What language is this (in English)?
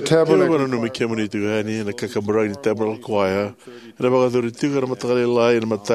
Fijian